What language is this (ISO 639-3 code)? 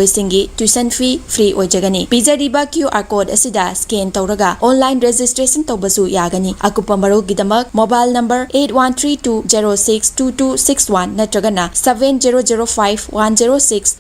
mni